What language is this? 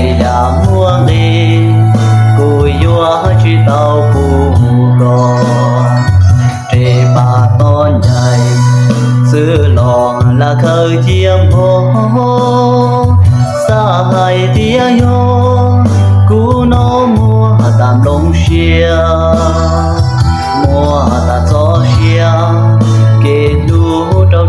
Hmong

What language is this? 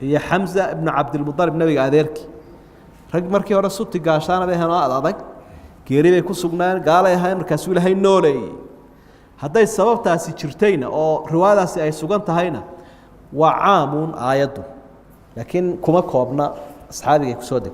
Somali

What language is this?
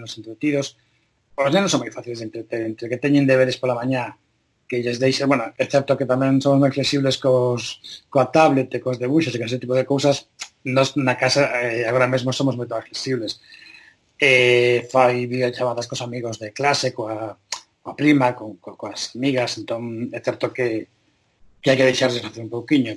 Galician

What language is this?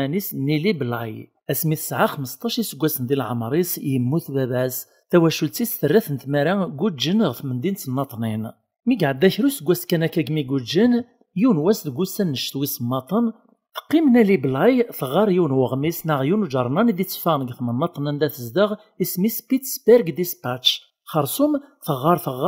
Kabyle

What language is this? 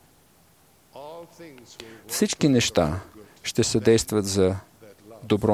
Bulgarian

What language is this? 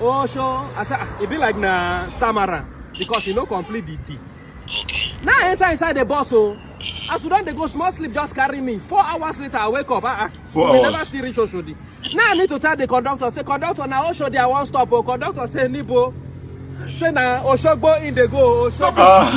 Nigerian Pidgin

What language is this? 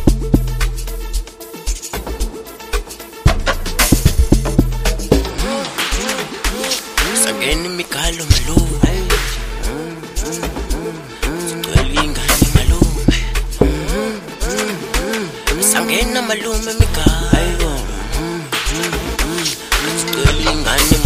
Zulu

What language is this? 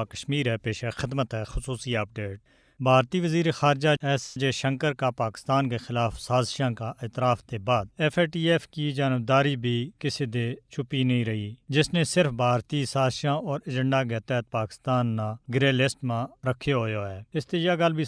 Gujari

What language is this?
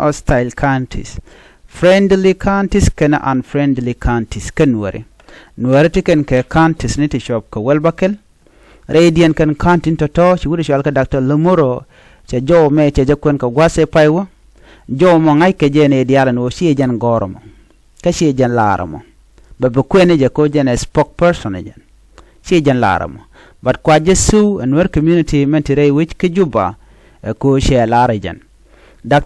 Nuer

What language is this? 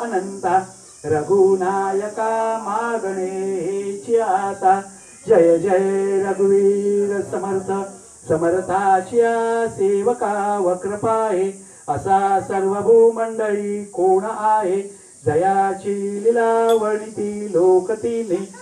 Marathi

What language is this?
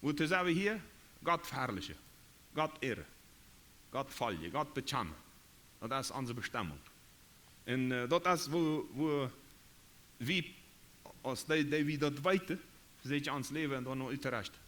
Plautdietsch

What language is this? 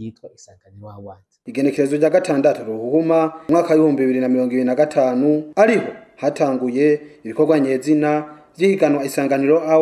Rundi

